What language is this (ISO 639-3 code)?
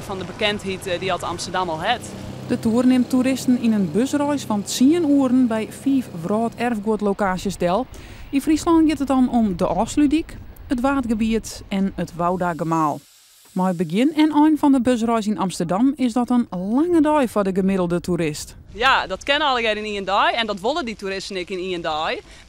fry